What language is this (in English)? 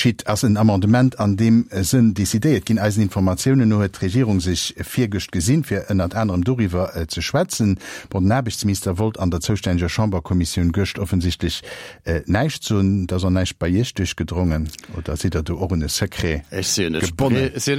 Luxembourgish